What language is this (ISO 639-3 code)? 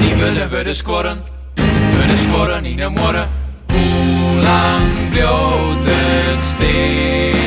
fry